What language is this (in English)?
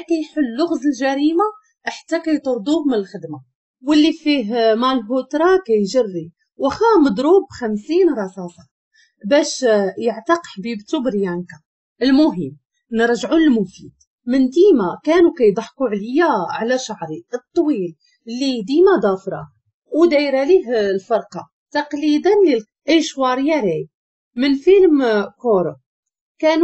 Moroccan Arabic